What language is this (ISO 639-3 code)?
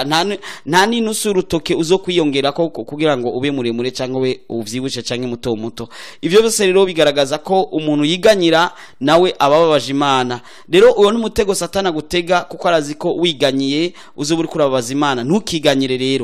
run